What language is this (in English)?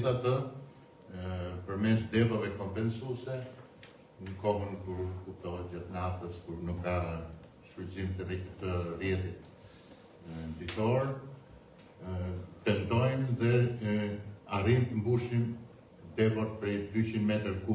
Albanian